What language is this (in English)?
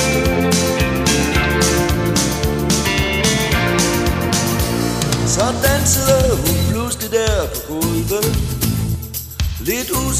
Danish